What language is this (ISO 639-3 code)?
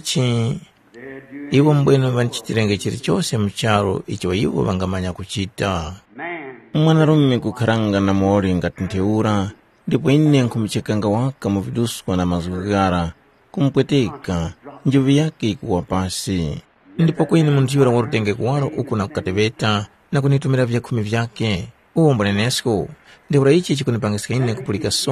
tum